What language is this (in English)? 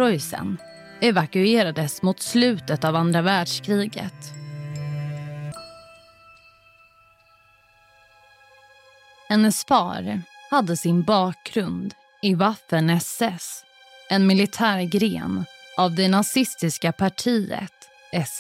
Swedish